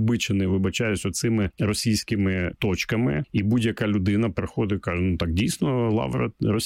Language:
Ukrainian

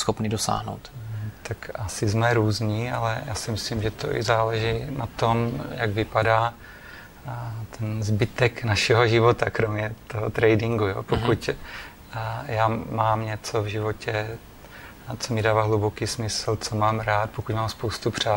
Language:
Czech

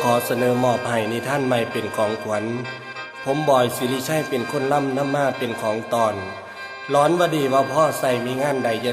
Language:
Northeastern Thai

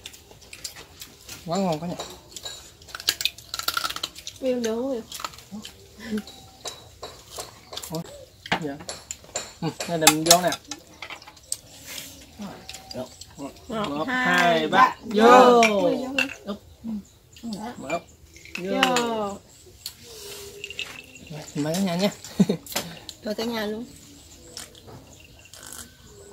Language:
Vietnamese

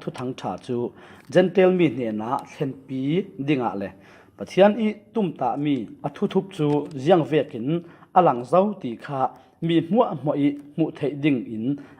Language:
Falam Chin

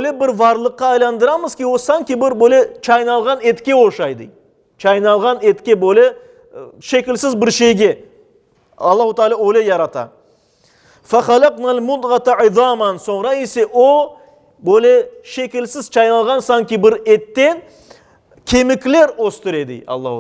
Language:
Crimean Tatar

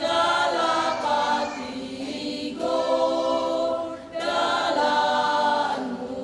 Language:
Batak Toba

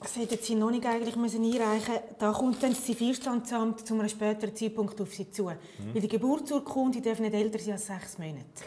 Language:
Romansh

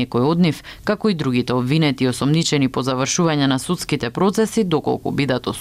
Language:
Macedonian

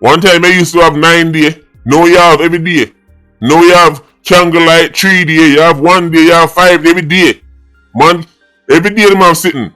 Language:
Jamaican Creole English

